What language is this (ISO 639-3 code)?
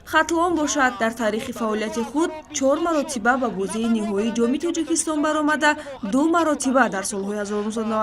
tgk